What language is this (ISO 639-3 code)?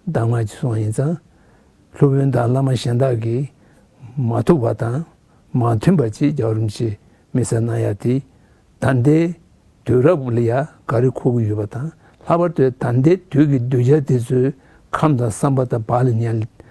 bod